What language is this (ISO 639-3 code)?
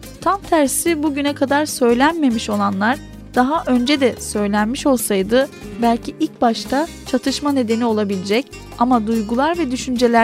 tur